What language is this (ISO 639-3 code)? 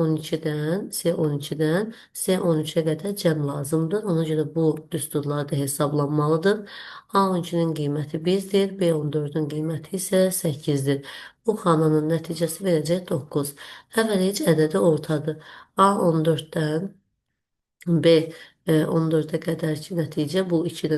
aze